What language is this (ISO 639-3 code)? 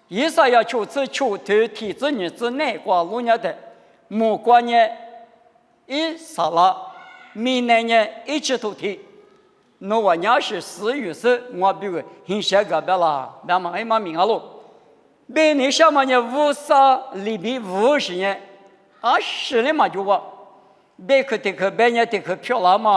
lis